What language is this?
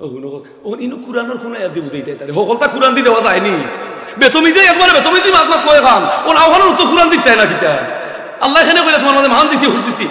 Sylheti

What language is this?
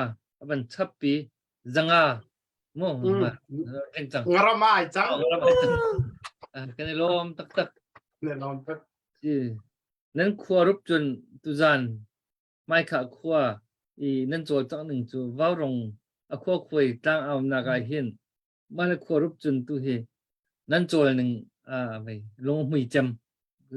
Hakha Chin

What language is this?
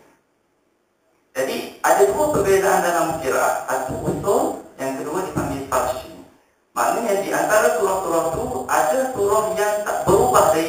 Malay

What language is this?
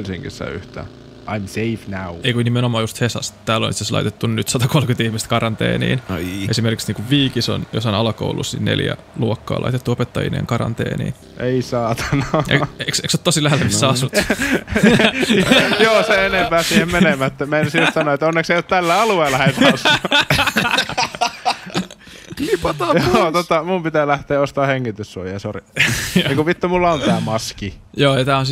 Finnish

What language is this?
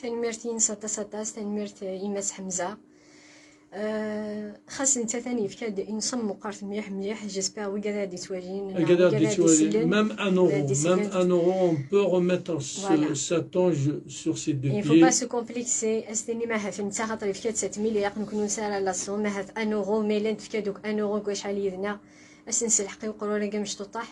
Kabyle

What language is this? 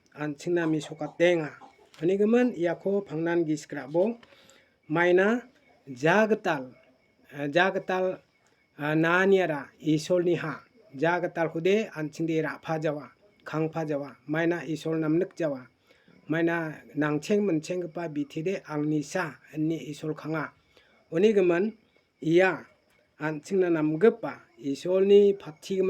Garo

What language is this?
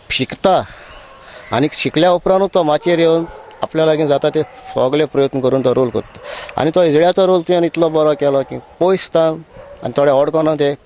Konkani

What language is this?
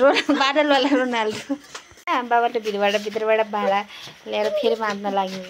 Nepali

